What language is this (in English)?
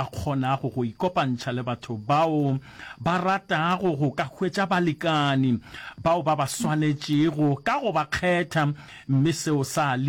Northern Sotho